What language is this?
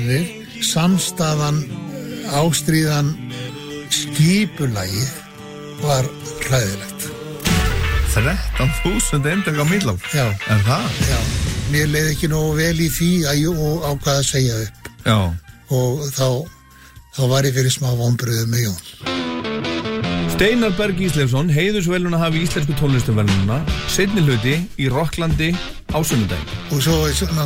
Icelandic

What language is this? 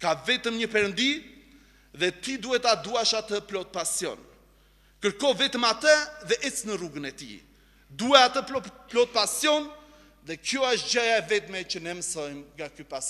Albanian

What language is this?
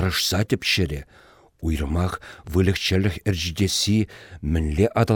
Chuvash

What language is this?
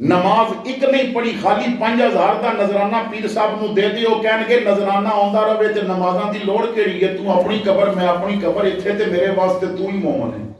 Western Panjabi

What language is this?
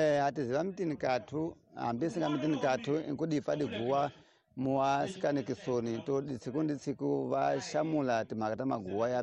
Tsonga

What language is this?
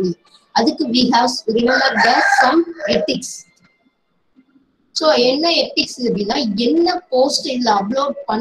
Tamil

